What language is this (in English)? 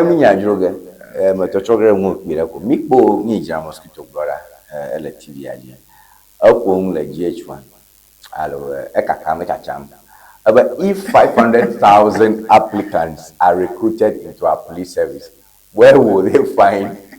Ewe